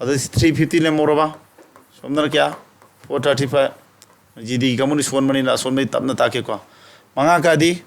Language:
Manipuri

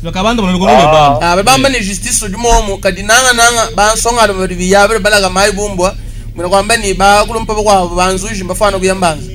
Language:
Luba-Lulua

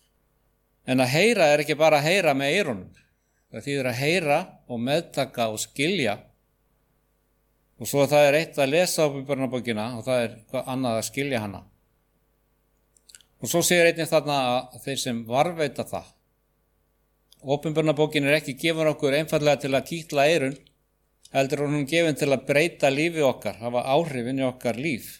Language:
Icelandic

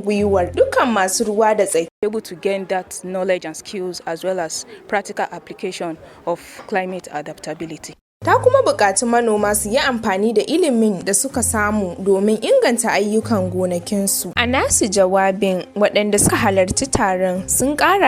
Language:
Hausa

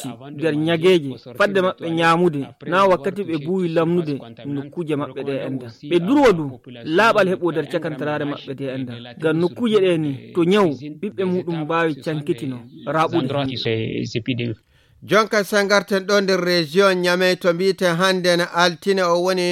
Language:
Nigerian Fulfulde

